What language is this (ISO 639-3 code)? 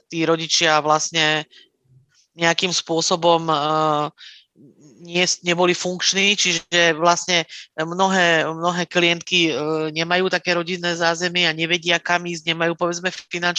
slk